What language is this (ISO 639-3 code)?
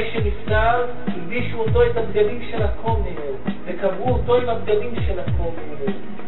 heb